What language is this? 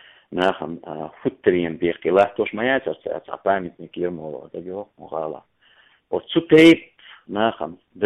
Chechen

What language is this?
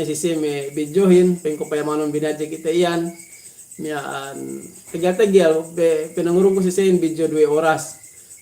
Yakan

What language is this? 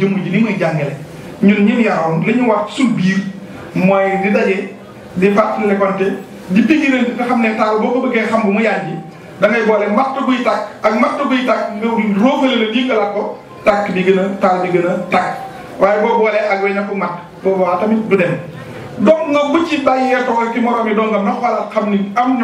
Wolof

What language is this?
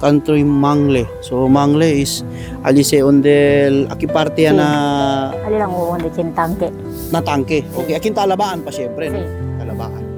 Chavacano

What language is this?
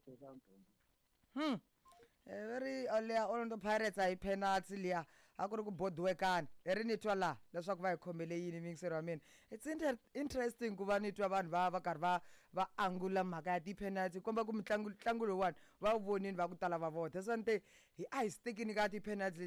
Tsonga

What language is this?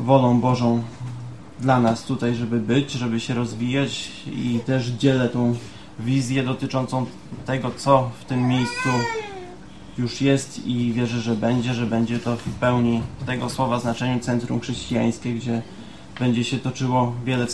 Polish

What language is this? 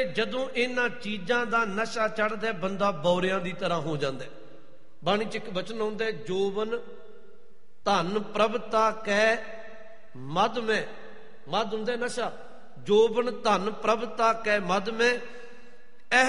Punjabi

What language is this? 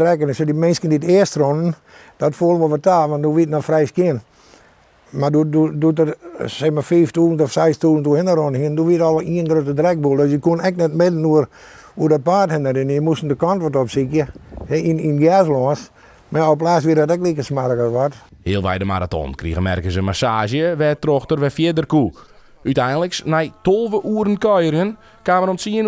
Western Frisian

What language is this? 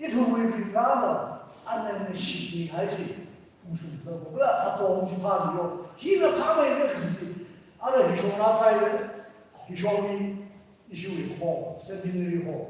Tangkhul Naga (India)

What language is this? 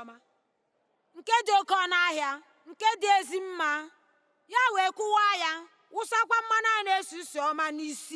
Igbo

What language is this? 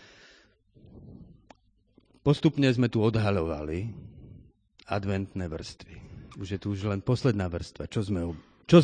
Slovak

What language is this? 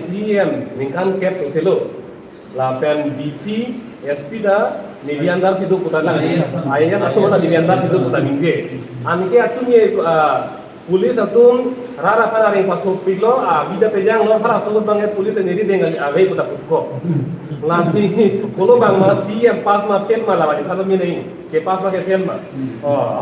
Karbi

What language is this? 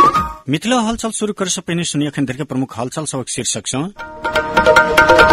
Maithili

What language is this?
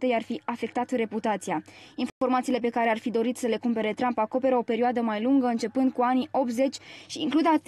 Romanian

